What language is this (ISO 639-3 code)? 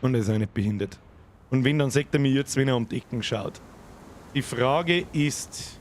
bar